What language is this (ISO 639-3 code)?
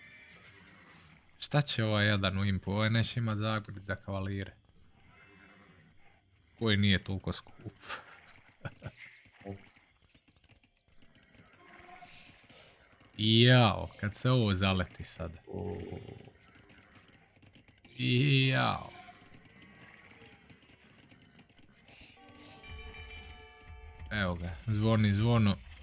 hrv